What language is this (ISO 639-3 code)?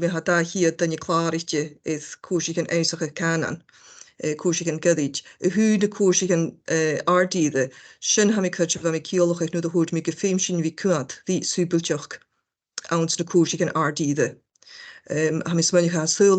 gla